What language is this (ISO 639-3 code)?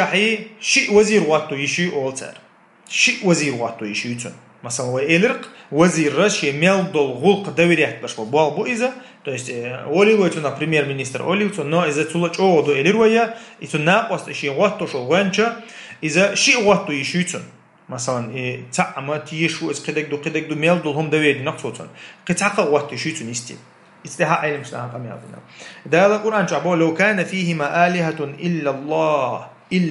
che